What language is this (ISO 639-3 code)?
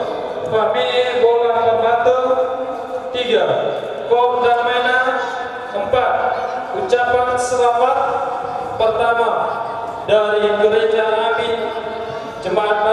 nia